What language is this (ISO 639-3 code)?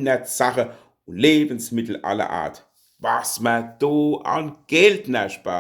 pfl